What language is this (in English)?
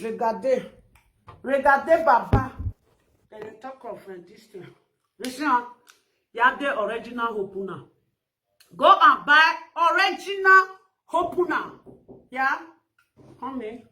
Nigerian Pidgin